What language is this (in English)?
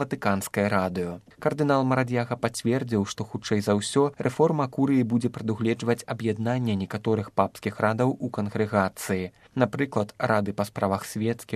Belarusian